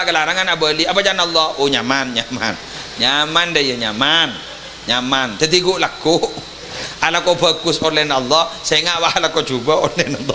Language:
Madurese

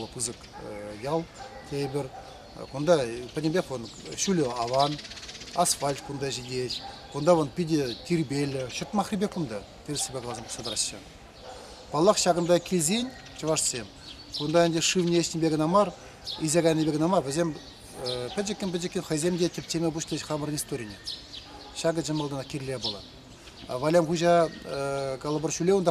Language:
Chuvash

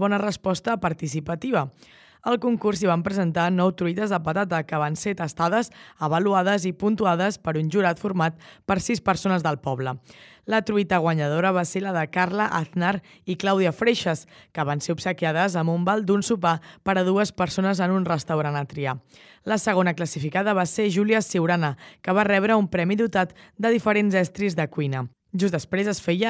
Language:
Catalan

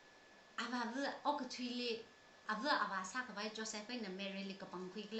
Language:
Tangkhul Naga (India)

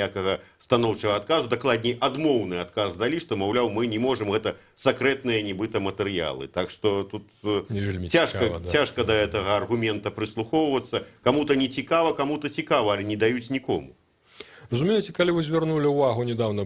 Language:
Belarusian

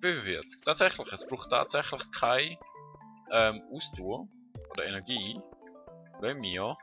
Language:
Swiss German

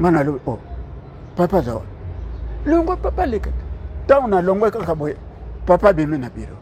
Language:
Lingala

